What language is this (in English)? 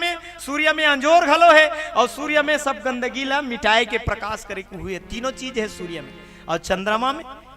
Chhattisgarhi